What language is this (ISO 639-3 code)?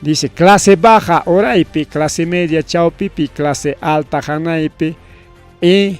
quy